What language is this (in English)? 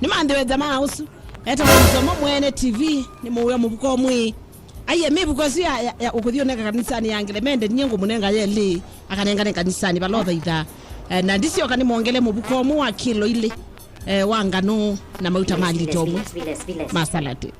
Kamba